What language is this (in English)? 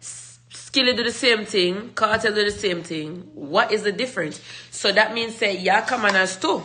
Jamaican Creole English